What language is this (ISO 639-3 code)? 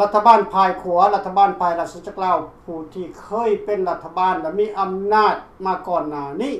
lao